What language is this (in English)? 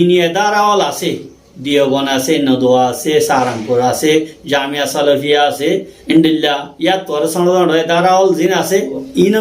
Rohingya